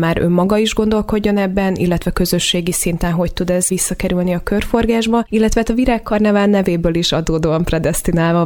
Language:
Hungarian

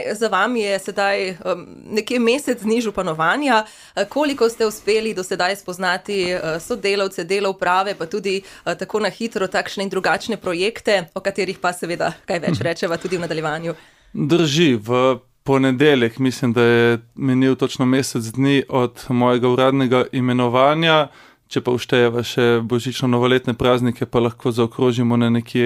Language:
Slovenian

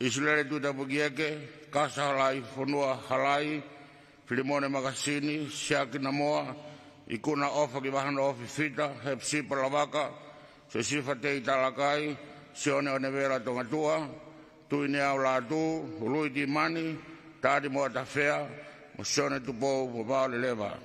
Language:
Tongan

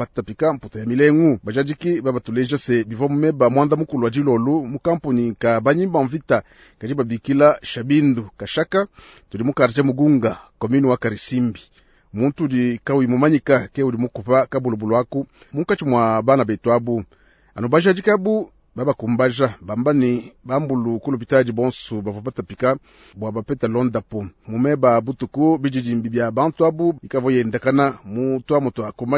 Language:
Luba-Lulua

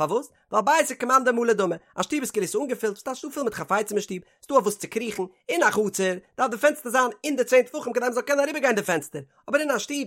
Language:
Yiddish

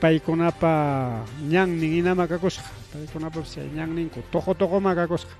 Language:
Ayacucho Quechua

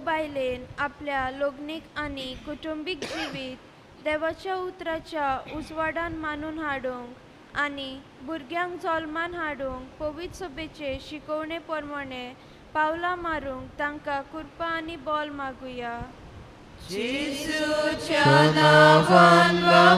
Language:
Konkani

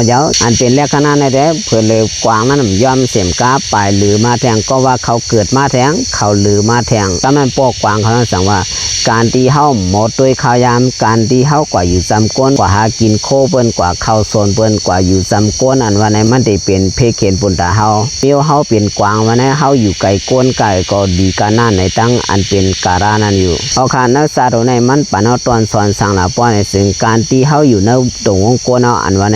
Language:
Shan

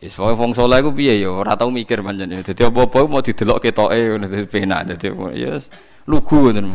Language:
Javanese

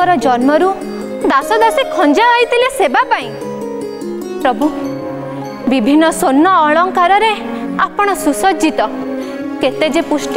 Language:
Odia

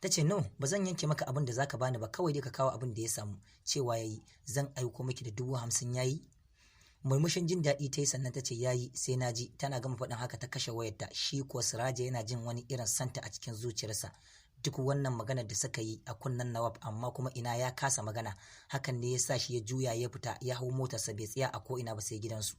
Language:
Hausa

